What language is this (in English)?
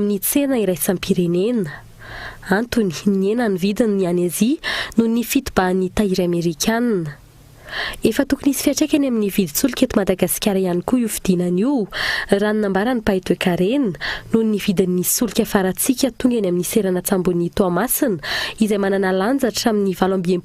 Malagasy